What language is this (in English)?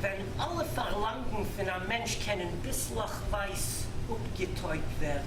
Yiddish